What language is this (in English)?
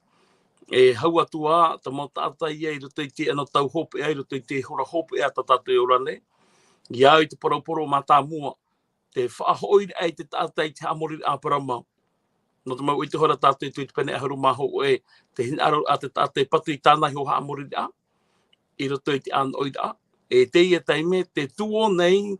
Tahitian